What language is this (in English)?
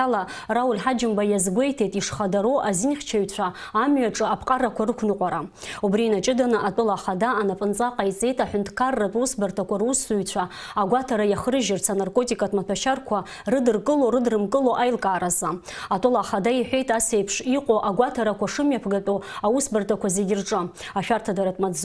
Abkhazian